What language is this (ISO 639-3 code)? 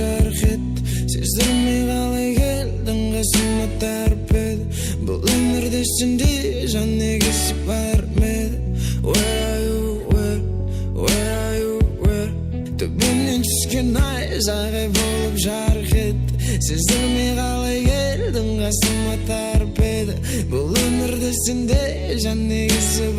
kaa